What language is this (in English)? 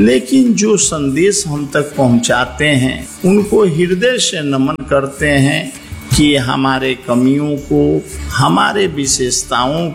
Hindi